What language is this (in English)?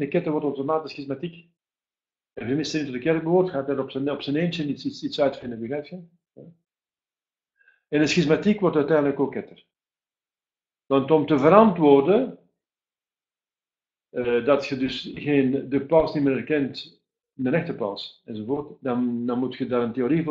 Dutch